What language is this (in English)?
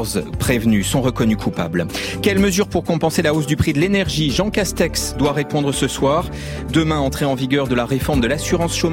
French